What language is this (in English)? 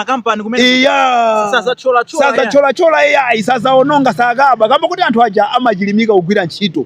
Nyanja